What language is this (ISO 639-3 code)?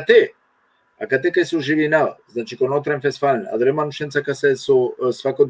rmn